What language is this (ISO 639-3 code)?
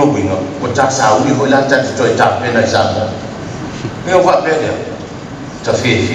smo